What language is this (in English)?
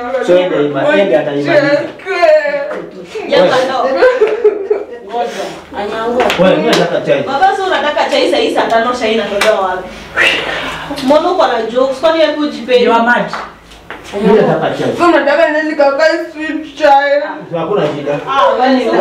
Swahili